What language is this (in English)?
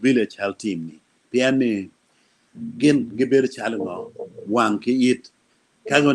Acoli